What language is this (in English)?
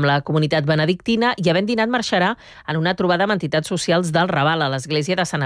Catalan